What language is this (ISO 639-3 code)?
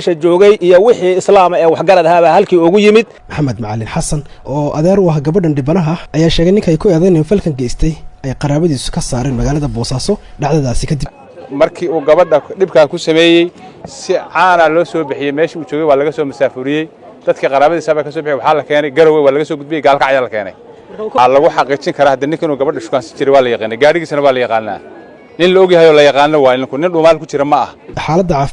som